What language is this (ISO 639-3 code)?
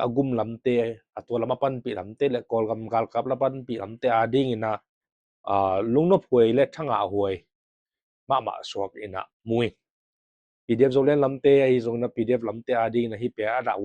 ctd